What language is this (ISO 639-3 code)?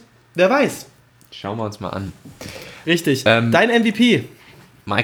deu